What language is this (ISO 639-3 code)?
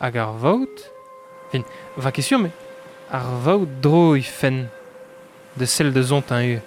bre